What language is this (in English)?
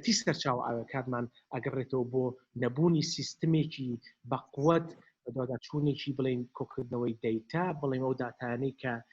Central Kurdish